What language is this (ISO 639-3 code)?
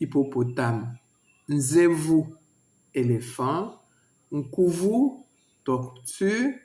lua